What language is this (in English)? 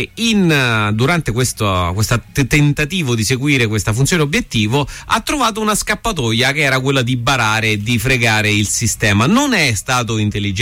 Italian